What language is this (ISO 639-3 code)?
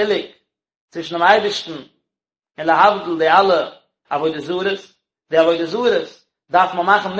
yid